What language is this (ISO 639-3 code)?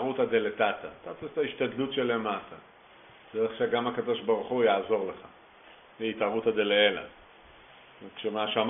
heb